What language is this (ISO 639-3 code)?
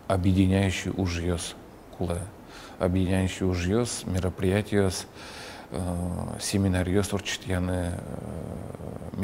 udm